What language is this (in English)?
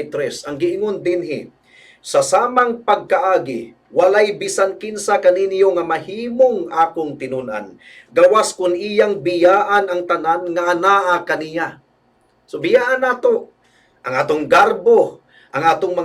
Cebuano